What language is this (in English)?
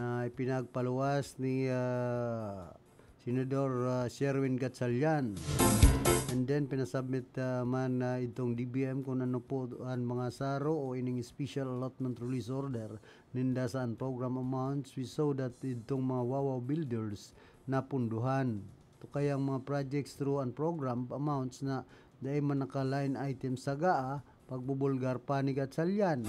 Bikol